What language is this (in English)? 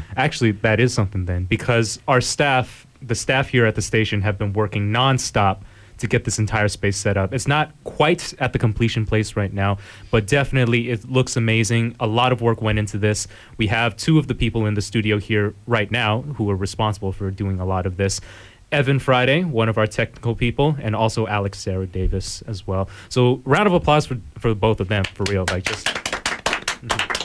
English